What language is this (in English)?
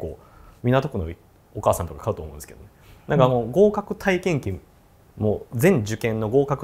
Japanese